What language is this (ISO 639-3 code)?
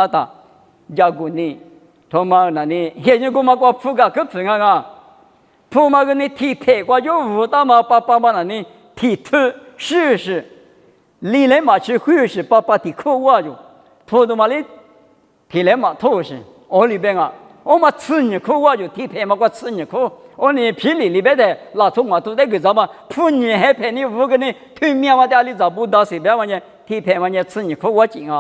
lis